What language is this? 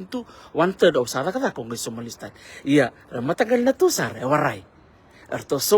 Fijian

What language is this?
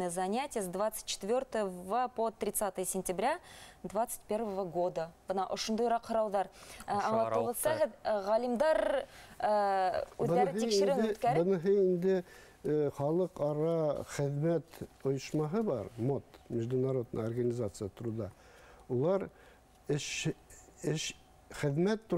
Bashkir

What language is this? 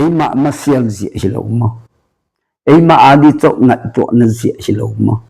Tedim Chin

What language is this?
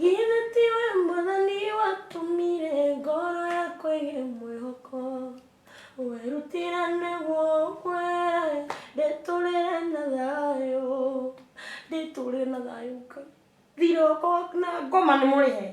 Kikuyu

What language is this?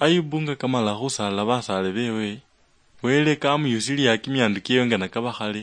Luyia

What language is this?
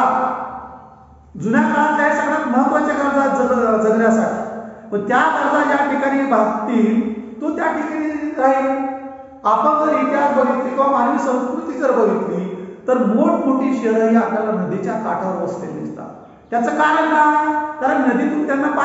Marathi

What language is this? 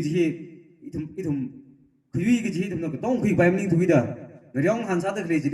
Tangkhul Naga (India)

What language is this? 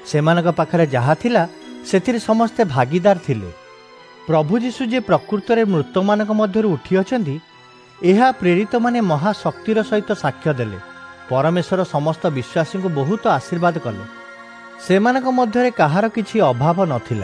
Odia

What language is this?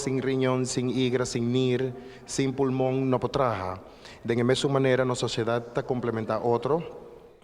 Papiamento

